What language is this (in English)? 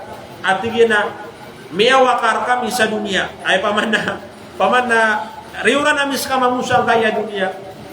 Maranao